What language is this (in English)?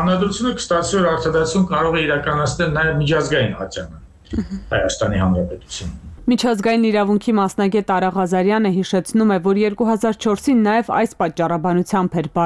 Armenian